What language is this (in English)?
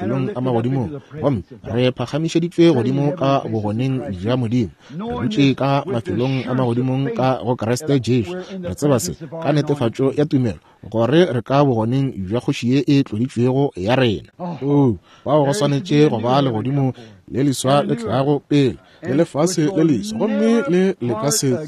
Northern Sotho